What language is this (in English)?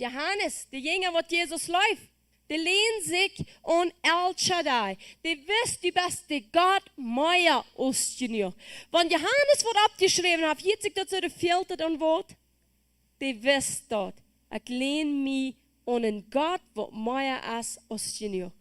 Plautdietsch